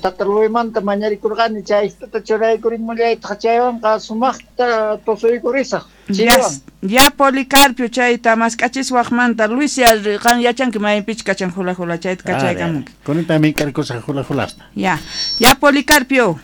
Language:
South Bolivian Quechua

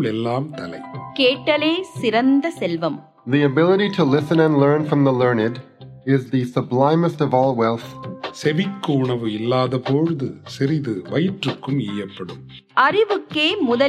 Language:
Tamil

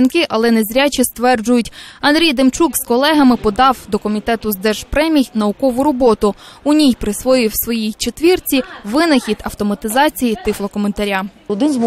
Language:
Ukrainian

